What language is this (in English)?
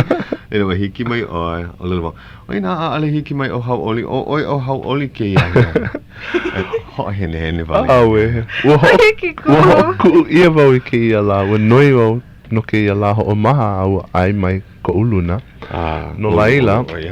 Hawaiian